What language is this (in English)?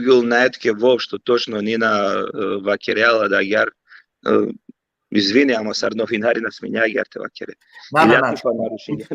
Balkan Romani